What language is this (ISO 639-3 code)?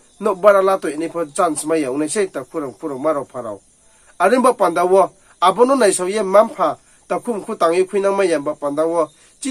ria